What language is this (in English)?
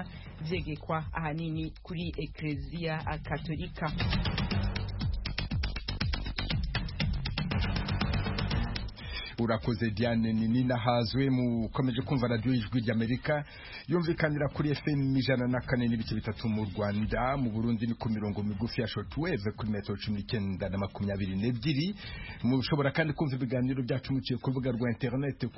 Kinyarwanda